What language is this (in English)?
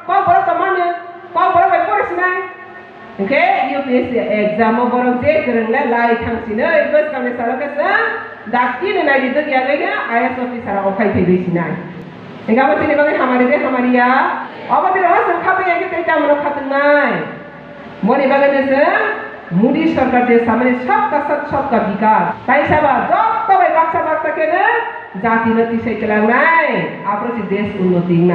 Kok Borok